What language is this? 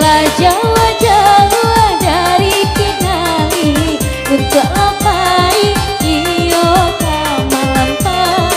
Minangkabau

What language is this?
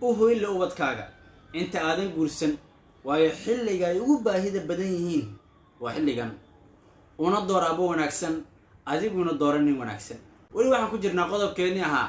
Somali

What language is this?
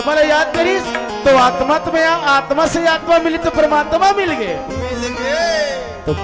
Chhattisgarhi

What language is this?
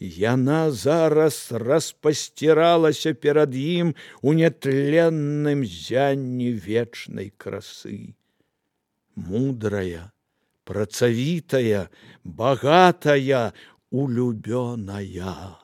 Belarusian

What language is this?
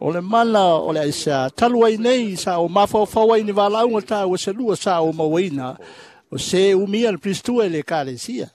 Samoan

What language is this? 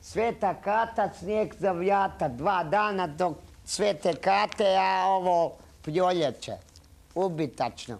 Croatian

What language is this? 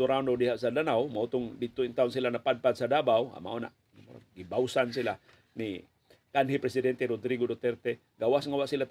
Cebuano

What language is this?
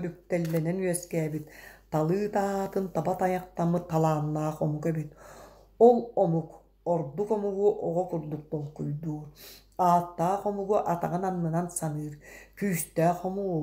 Yakut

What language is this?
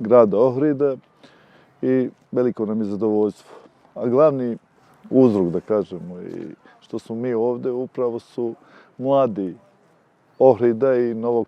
Bosnian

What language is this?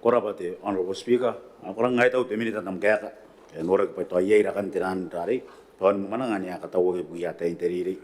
Gilbertese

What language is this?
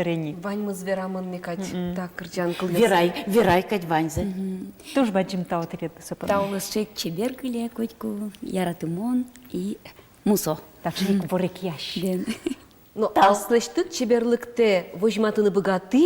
Udmurt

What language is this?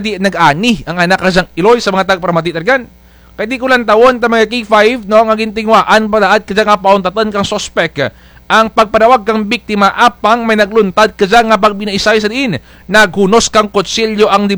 Kinaray-a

